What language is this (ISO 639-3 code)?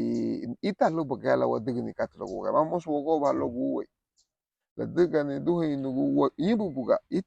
cab